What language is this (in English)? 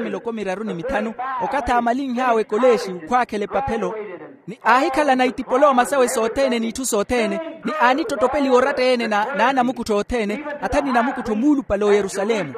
Makhuwa